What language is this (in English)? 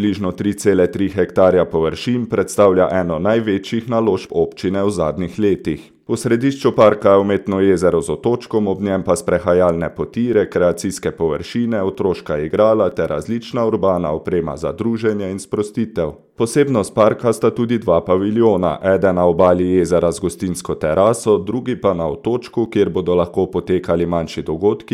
Slovenian